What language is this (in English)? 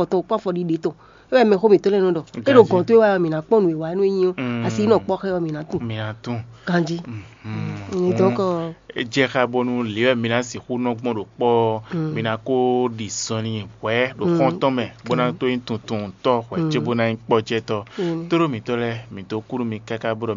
Fon